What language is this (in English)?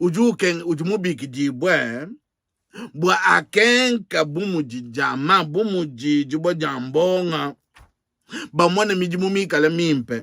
Luba-Lulua